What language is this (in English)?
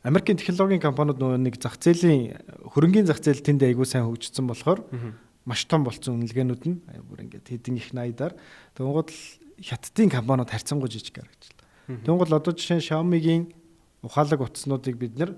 Mongolian